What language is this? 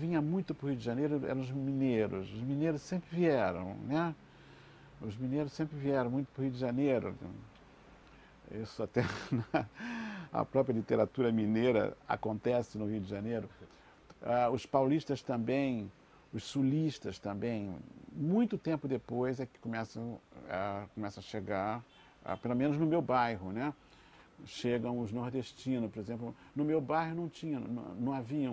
Portuguese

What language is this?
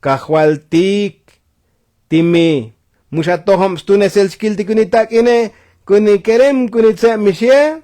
Tzotzil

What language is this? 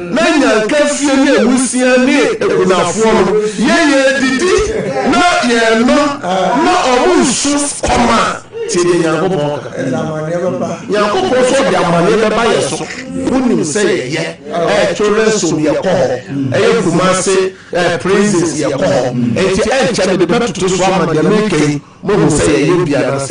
Akan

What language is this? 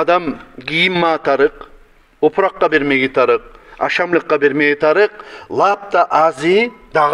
Kumyk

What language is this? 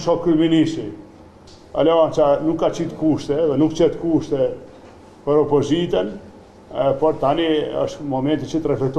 Albanian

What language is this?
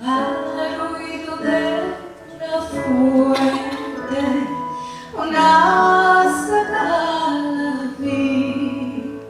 Ladino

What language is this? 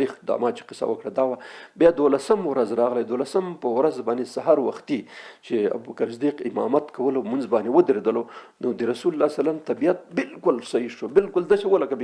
Pashto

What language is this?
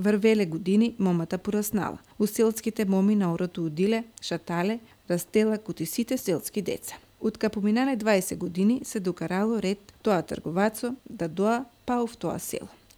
Macedonian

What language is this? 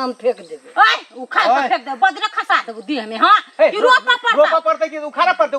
Maithili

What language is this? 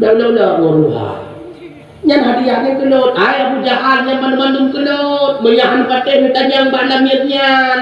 Achinese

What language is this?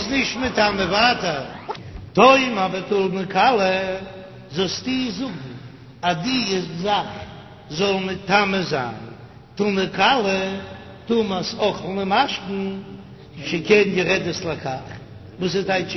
Yiddish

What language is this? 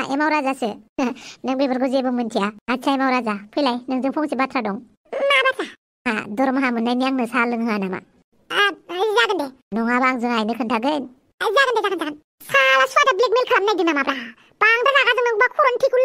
Bodo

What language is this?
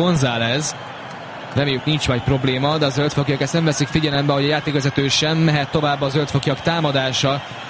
Hungarian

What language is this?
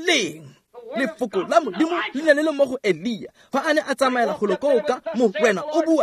Tswana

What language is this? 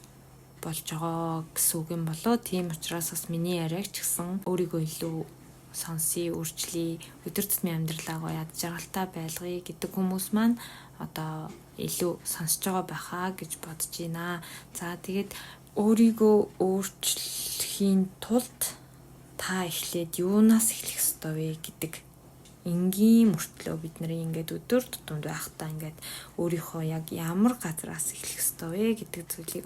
Mongolian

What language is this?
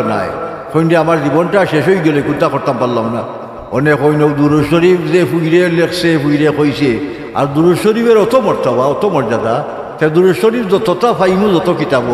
Sylheti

